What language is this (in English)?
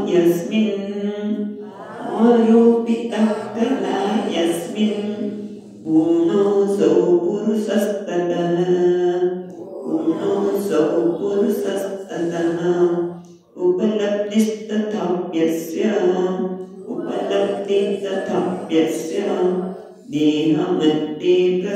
Gujarati